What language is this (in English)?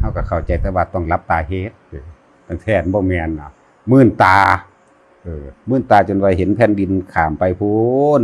Northeastern Thai